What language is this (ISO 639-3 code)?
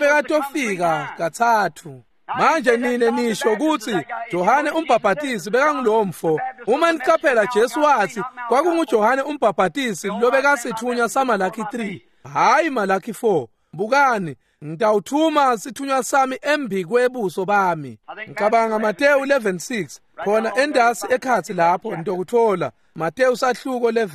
ssw